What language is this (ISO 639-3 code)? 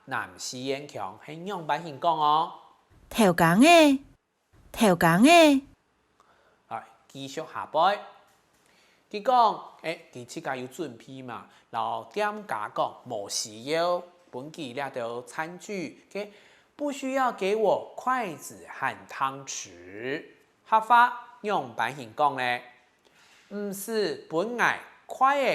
hak